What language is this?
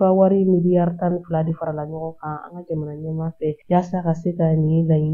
Bambara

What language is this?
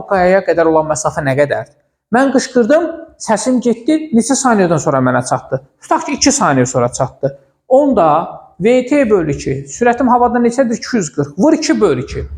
Azerbaijani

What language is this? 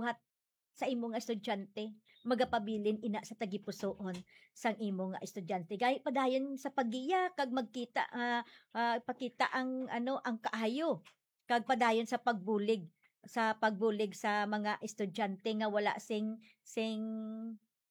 Hiligaynon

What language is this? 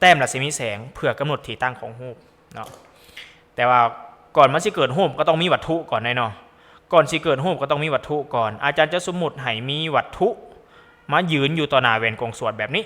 Lao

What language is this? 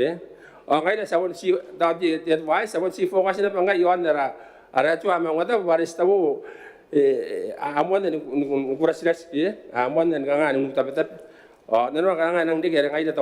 Gilbertese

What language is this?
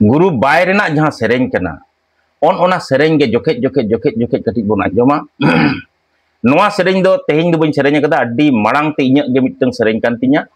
Santali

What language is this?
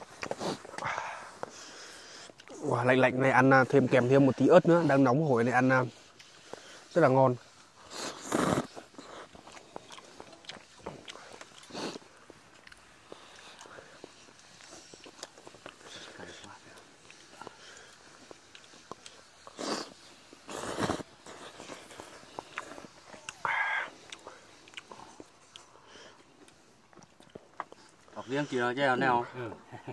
Vietnamese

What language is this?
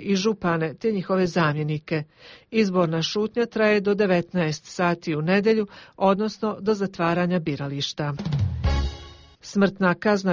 Croatian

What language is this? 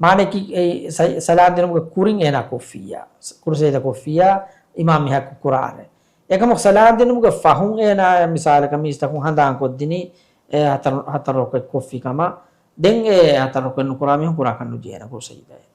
Divehi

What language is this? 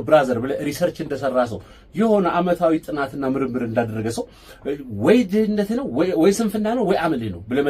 Amharic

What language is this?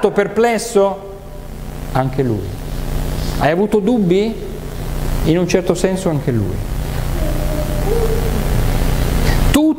Italian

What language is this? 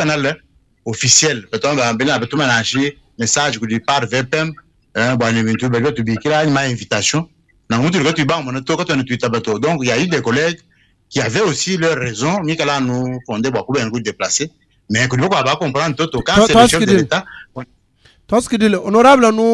Luba-Lulua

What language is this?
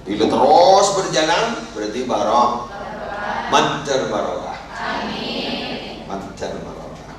Madurese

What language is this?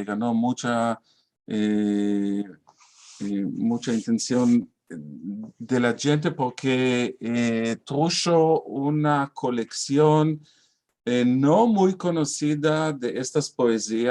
Ladino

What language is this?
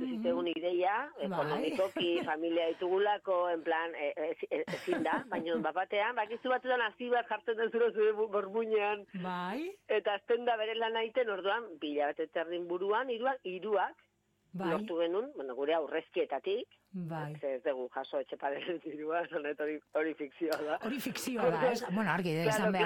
Basque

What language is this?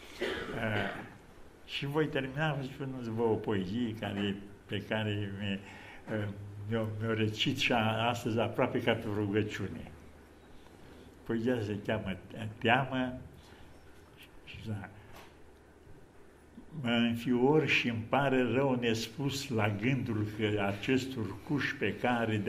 Romanian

